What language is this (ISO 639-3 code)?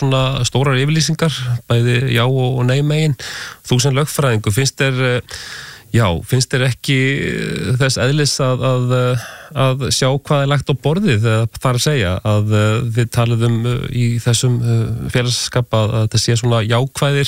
isl